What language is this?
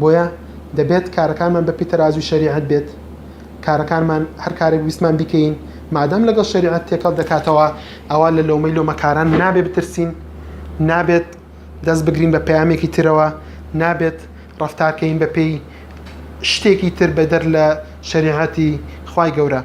Central Kurdish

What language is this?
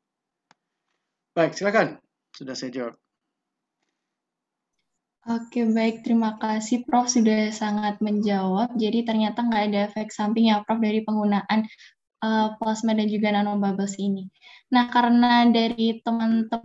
Indonesian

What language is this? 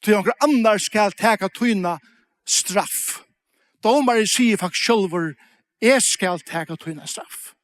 Faroese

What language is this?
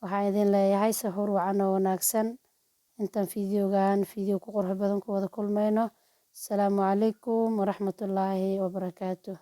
Somali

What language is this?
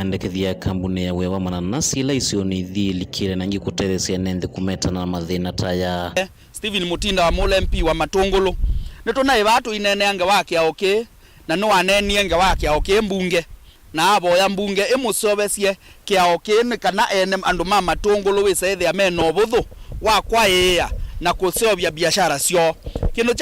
Kamba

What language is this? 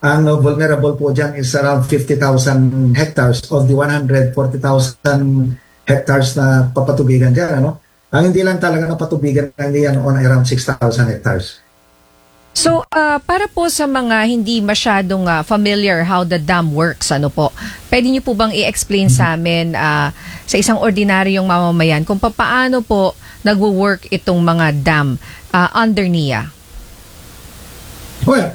Filipino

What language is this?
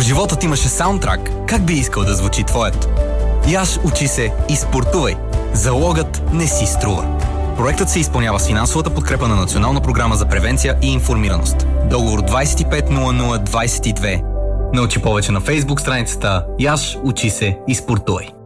Bulgarian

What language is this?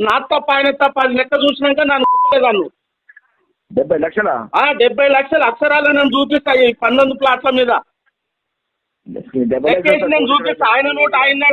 Telugu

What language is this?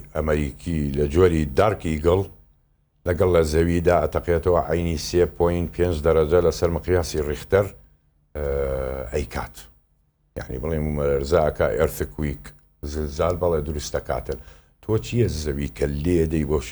Central Kurdish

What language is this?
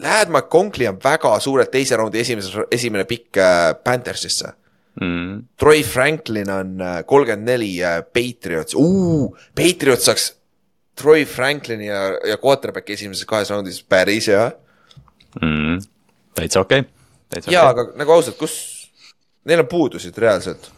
Estonian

